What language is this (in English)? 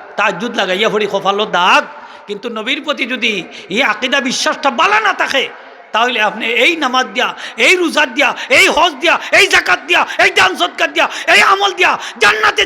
Sylheti